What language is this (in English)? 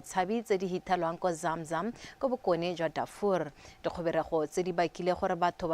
Tswana